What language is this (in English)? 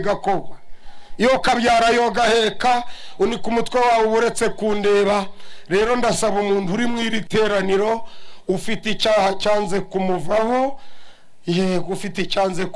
Kinyarwanda